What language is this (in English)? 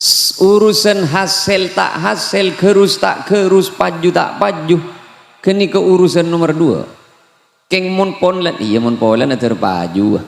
Madurese